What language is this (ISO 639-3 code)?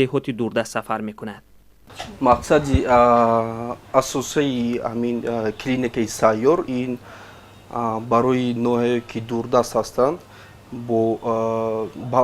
tgk